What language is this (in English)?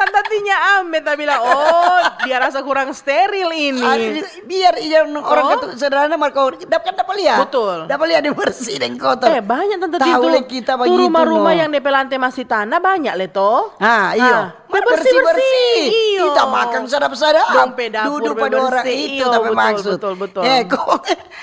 Manado Malay